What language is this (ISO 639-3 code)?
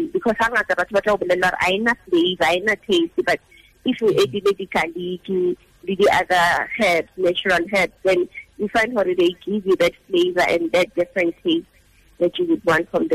tsn